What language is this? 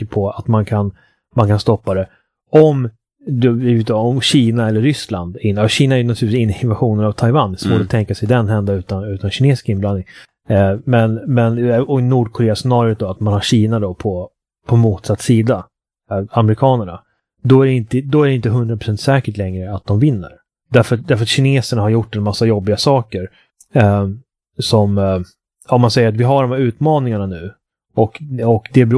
Swedish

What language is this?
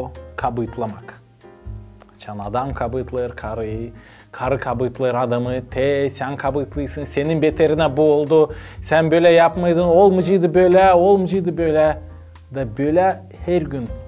Gagauz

